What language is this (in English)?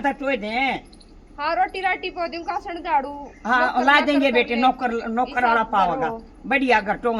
Haryanvi